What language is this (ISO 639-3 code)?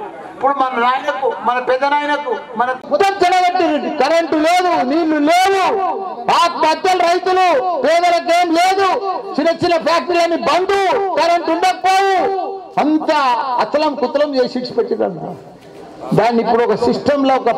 tel